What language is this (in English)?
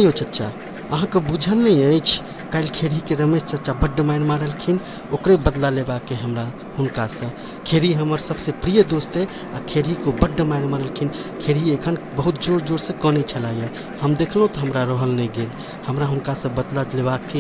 Maithili